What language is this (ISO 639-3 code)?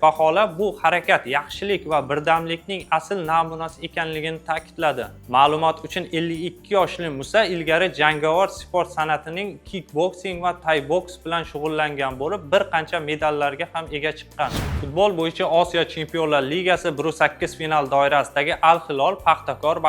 uzb